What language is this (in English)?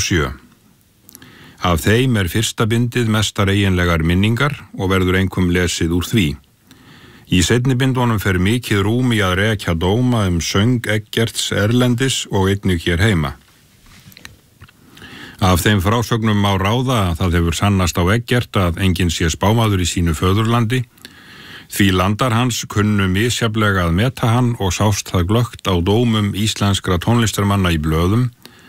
Icelandic